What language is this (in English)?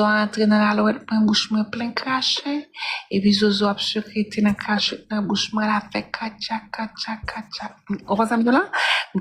Haitian Creole